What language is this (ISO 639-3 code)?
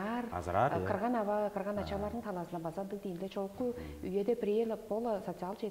tyv